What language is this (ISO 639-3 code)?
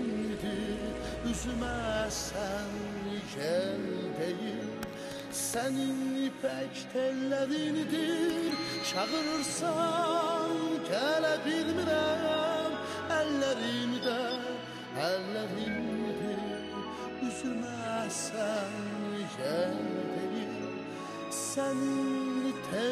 aze